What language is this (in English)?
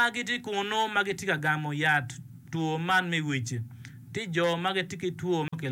Acoli